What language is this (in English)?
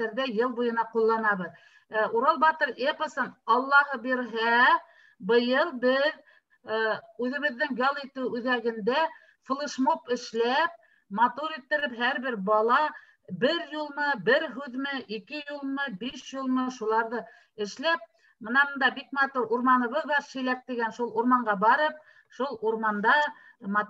Bashkir